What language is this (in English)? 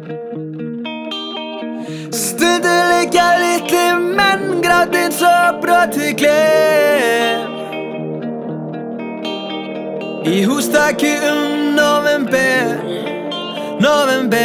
Icelandic